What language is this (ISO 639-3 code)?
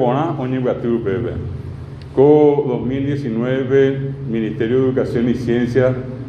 grn